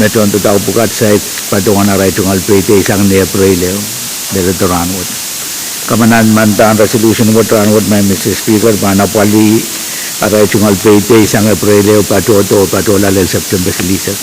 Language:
Pohnpeian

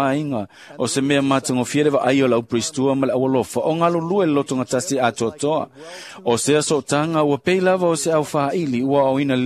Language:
Samoan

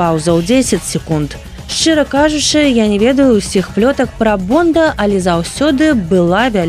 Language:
Belarusian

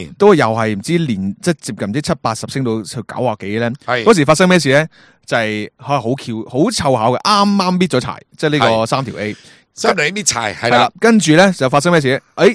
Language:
Cantonese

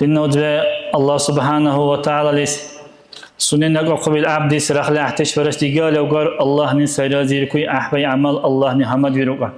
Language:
Dargwa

